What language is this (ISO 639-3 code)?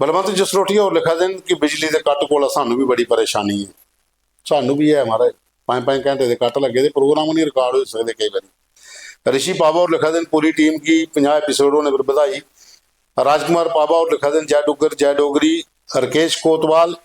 doi